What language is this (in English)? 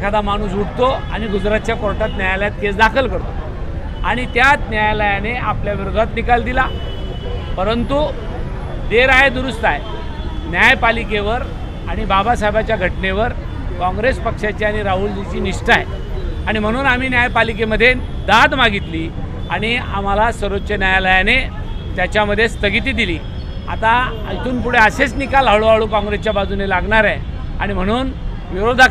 Marathi